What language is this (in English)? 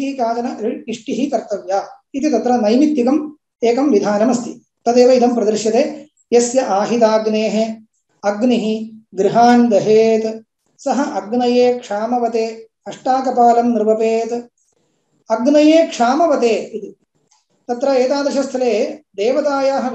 Sanskrit